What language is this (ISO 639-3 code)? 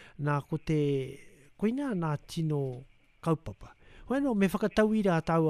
mri